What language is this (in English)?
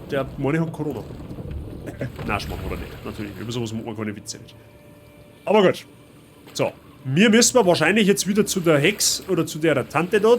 Bavarian